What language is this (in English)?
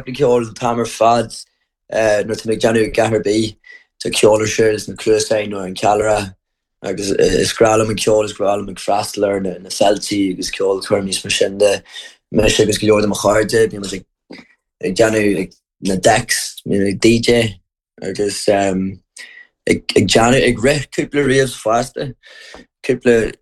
Irish